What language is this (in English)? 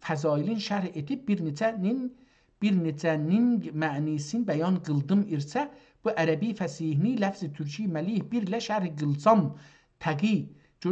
South Azerbaijani